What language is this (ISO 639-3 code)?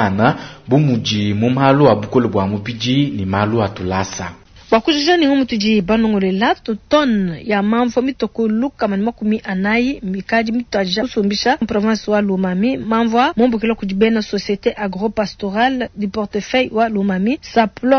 lua